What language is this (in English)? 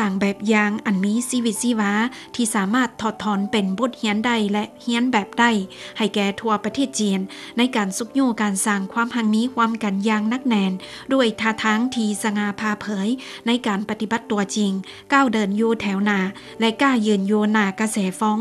Lao